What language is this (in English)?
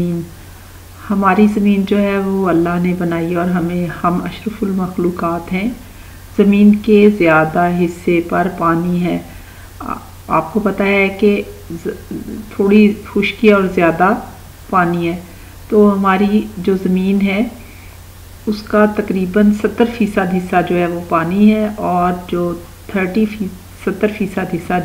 Urdu